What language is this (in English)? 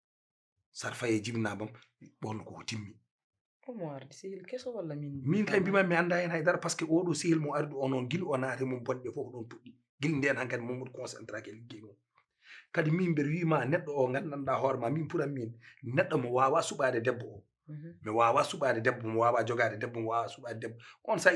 Fula